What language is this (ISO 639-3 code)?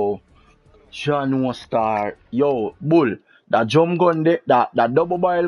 jam